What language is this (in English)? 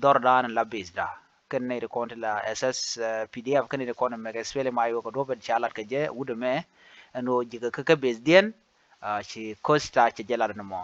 Nuer